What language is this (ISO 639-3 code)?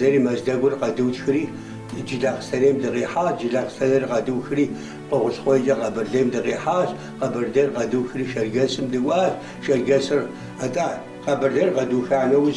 kbd